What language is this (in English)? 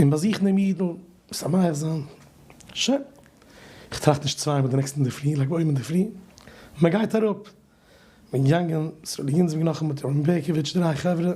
Yiddish